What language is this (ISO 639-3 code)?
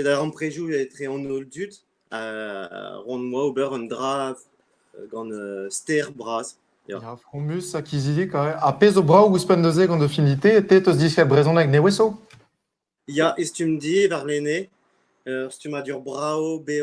bre